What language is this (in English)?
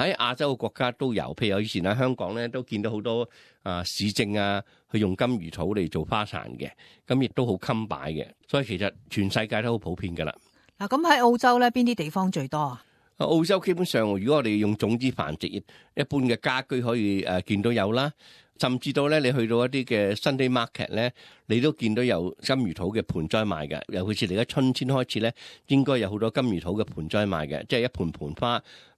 Cantonese